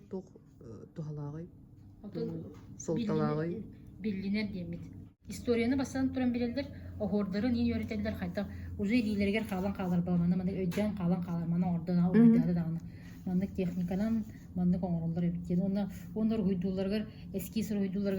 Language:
Yakut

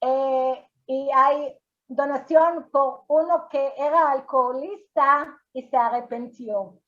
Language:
Ladino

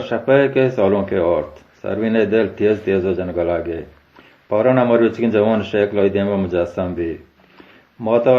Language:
Baluchi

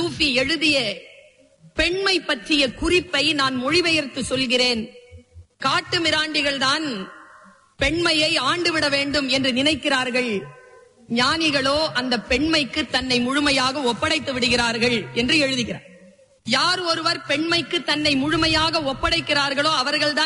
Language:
Tamil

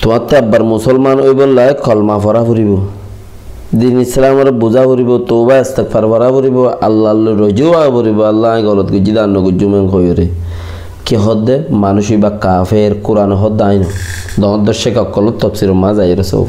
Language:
Rohingya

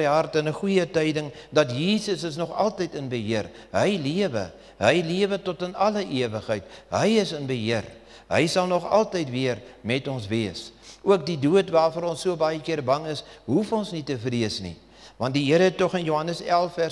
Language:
Afrikaans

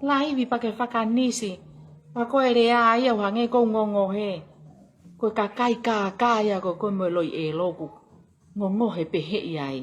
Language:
Tongan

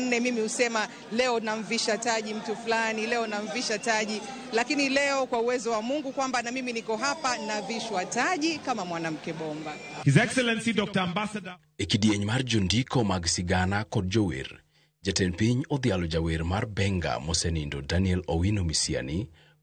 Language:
Luo (Kenya and Tanzania)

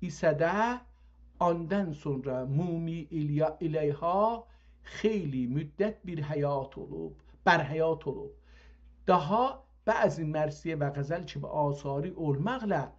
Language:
South Azerbaijani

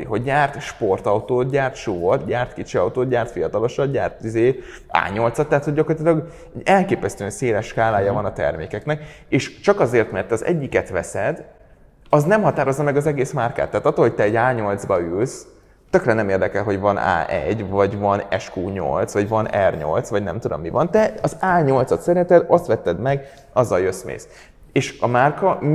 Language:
Hungarian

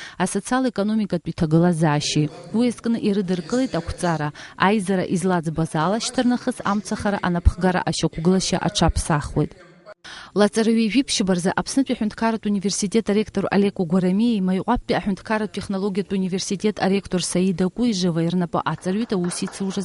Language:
Abkhazian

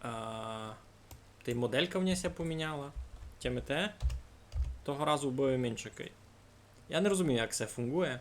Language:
Rusyn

